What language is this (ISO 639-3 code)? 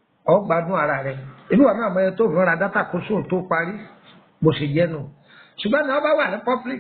yor